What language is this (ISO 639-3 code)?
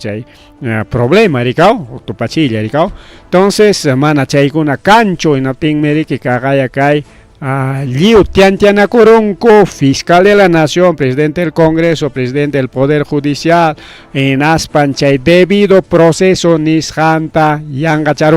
quy